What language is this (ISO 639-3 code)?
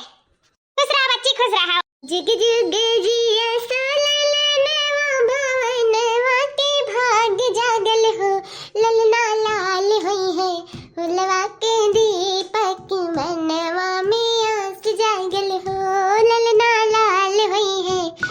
awa